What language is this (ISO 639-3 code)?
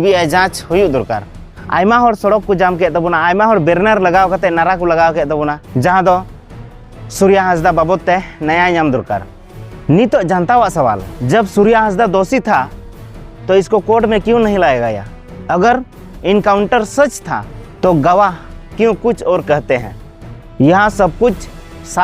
sat